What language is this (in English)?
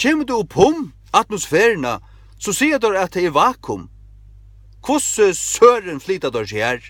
Faroese